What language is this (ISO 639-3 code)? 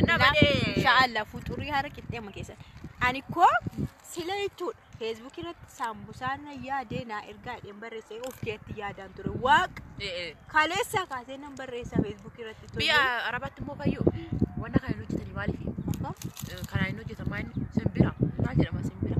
orm